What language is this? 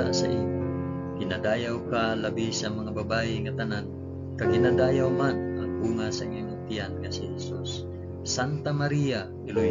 Hiligaynon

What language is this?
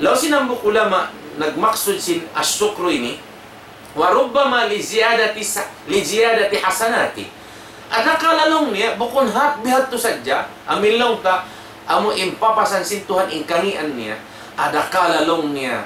Tausug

